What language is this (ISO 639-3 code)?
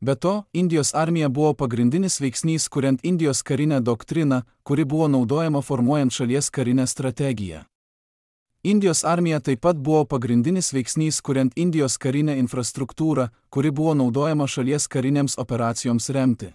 lit